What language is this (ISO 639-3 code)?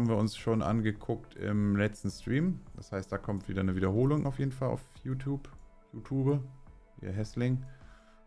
deu